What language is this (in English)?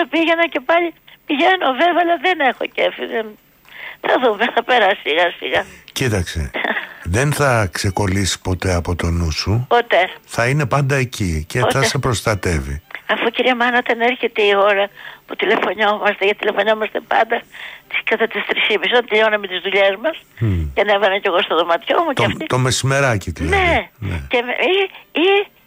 Greek